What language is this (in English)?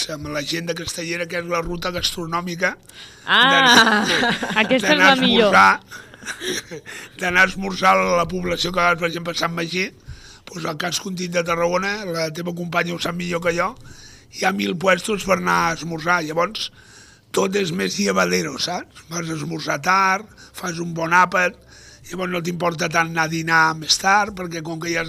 Catalan